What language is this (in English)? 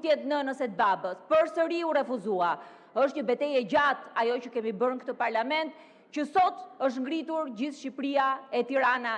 Albanian